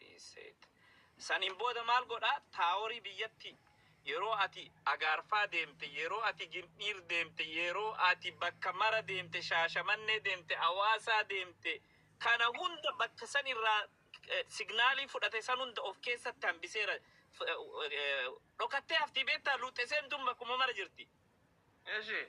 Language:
Oromo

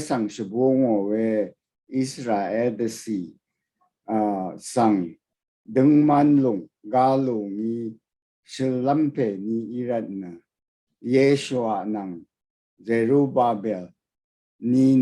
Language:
Rawang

